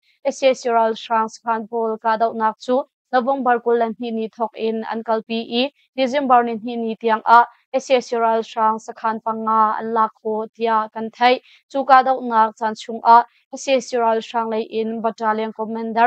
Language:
Hakha Chin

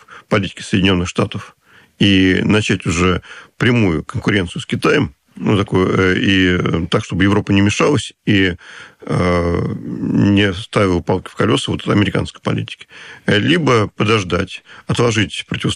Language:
Russian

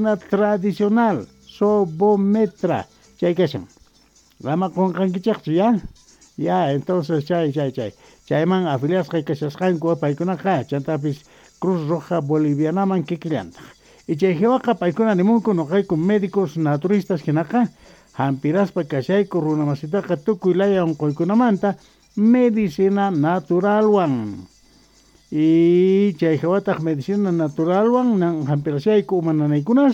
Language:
South Bolivian Quechua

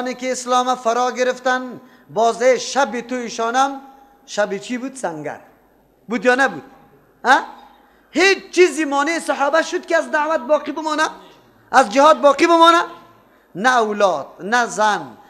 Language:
Persian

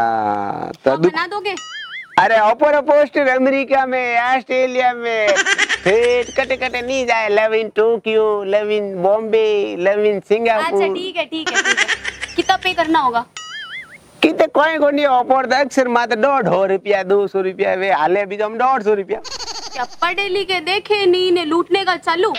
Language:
Hindi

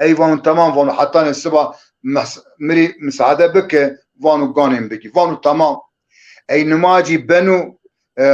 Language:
Zaza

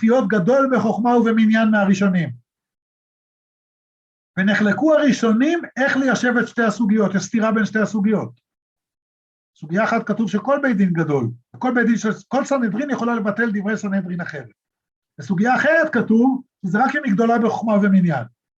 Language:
Hebrew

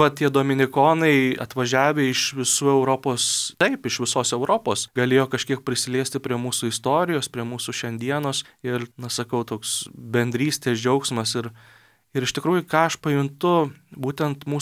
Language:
Lithuanian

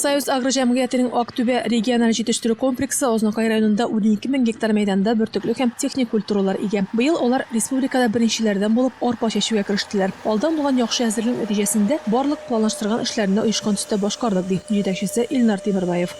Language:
Tatar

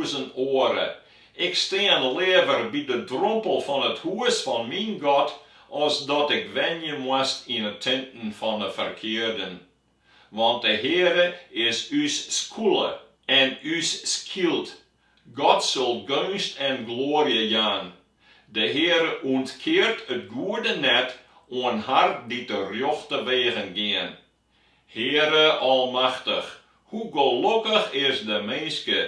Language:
Western Frisian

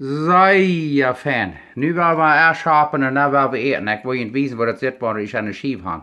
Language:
Plautdietsch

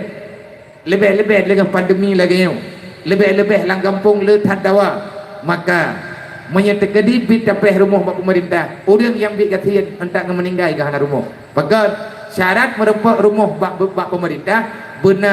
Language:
Achinese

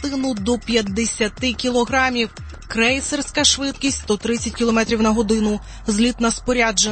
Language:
Ukrainian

